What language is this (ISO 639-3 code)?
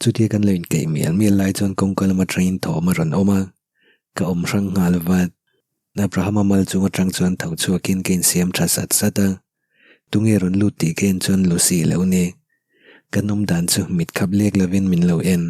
lus